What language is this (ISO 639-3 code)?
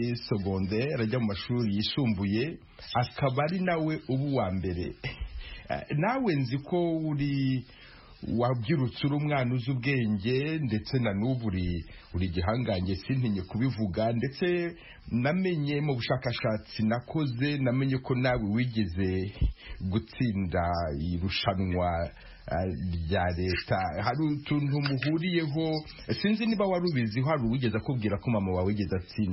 kin